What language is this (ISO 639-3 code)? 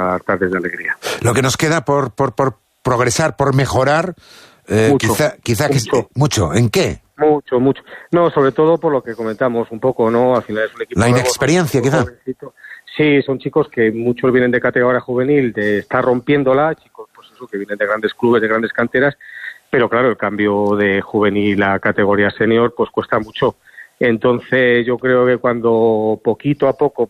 spa